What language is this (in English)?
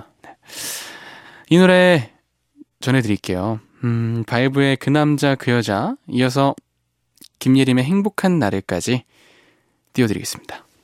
Korean